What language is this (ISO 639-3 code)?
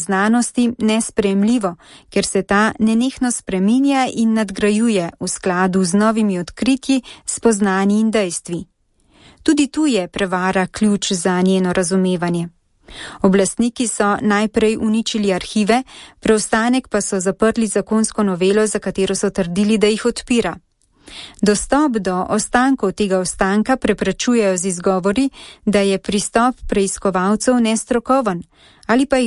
slv